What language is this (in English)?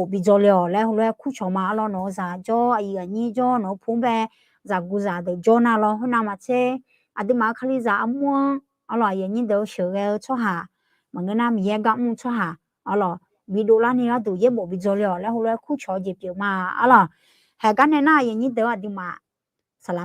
Akha